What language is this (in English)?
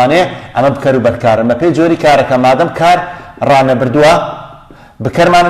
Central Kurdish